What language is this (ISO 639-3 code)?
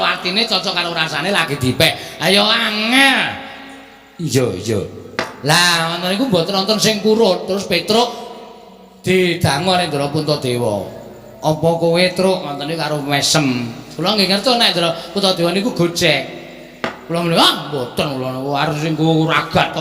jav